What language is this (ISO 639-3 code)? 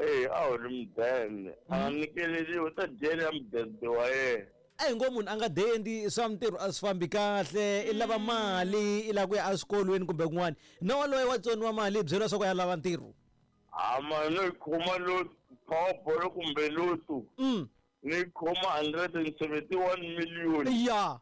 tso